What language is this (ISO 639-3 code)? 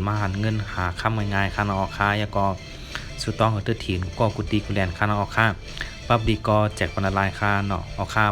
shn